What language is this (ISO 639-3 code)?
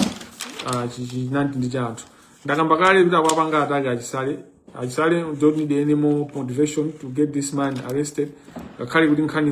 nya